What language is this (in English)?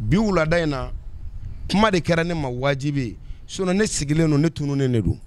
Bambara